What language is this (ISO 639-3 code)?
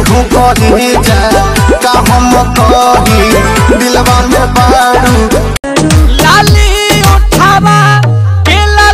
bho